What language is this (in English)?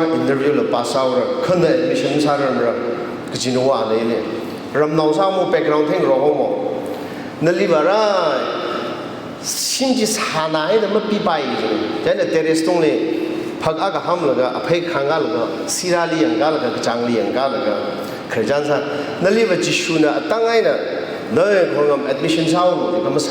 Tangkhul Naga (India)